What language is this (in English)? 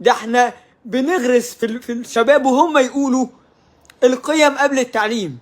Egyptian Arabic